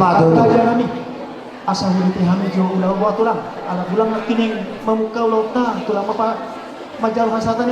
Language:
Batak Toba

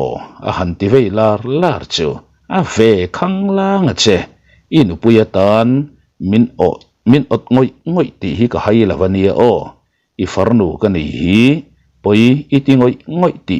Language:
Mizo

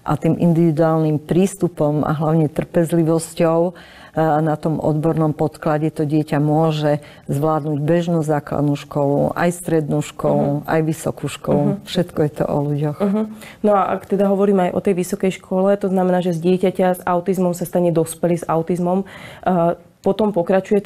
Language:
Slovak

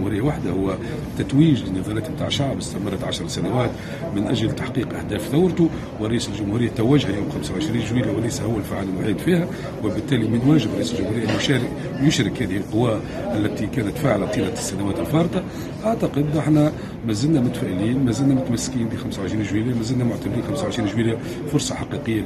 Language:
Tunisian Arabic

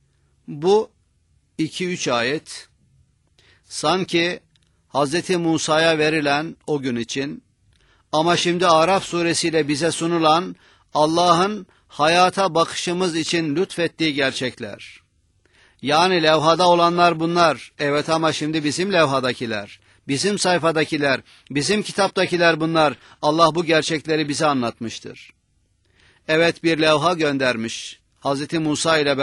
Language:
Turkish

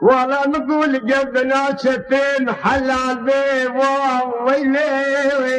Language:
Kurdish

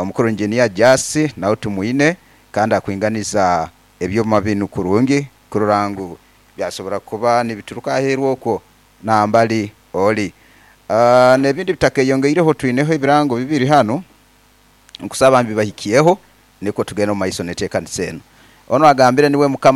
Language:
Nyoro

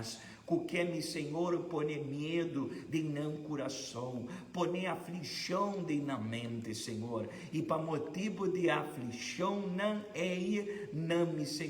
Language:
Papiamento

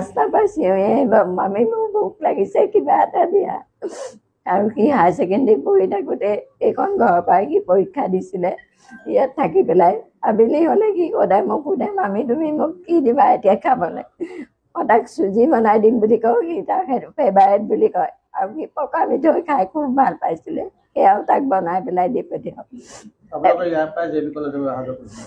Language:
Assamese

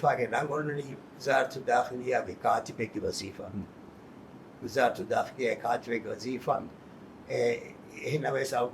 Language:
Divehi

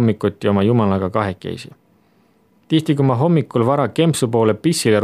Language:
Estonian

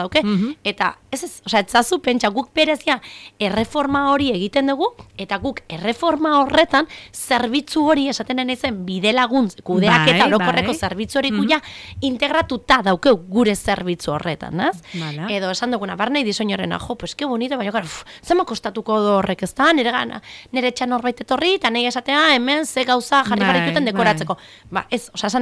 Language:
Basque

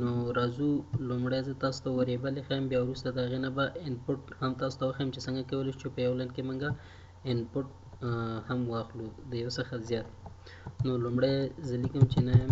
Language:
Pashto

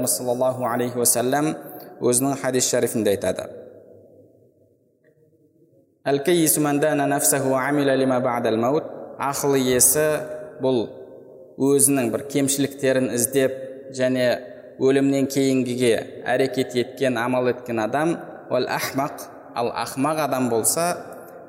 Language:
Kazakh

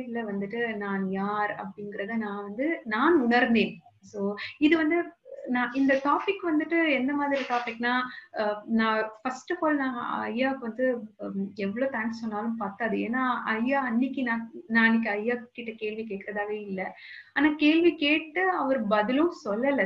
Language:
Tamil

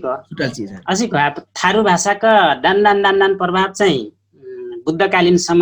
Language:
Dangaura Tharu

